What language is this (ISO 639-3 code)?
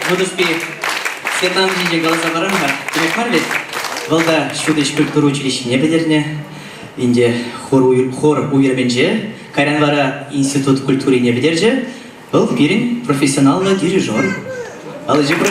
chv